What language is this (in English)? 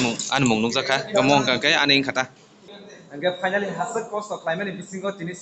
Kok Borok